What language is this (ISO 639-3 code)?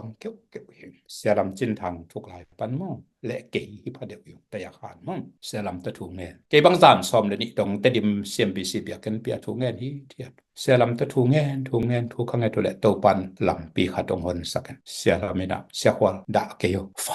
ctd